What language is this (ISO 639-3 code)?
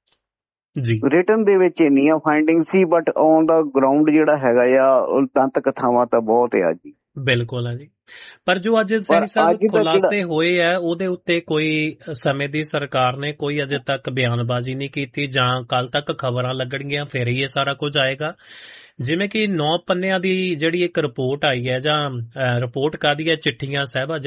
pan